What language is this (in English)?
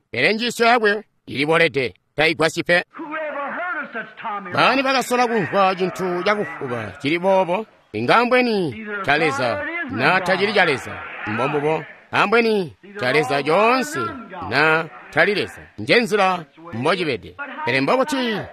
Tonga (Zambia)